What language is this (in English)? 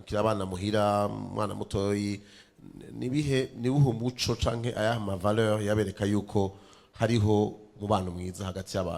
Rundi